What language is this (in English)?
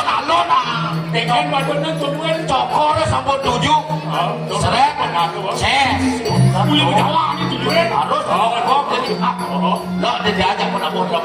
Balinese